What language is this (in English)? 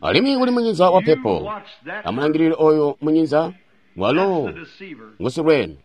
Tonga (Zambia)